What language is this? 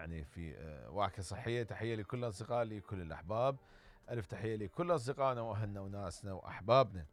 Mesopotamian Arabic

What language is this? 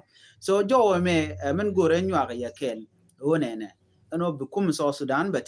Nuer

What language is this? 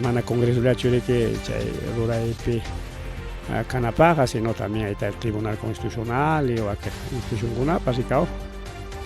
Ayacucho Quechua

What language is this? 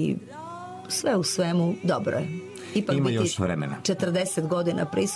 Serbian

